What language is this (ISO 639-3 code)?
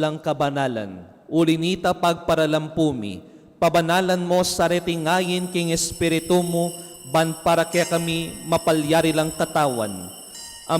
pam